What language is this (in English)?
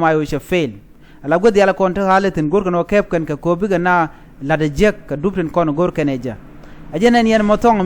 Nuer